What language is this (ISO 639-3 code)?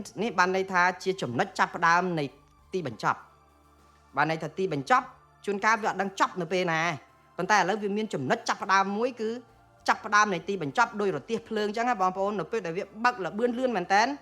khm